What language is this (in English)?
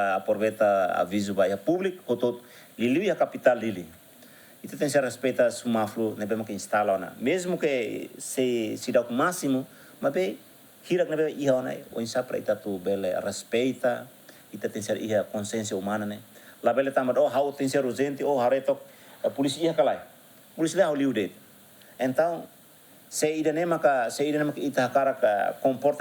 Tetum